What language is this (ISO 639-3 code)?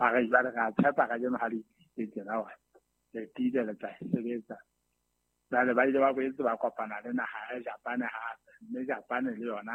sot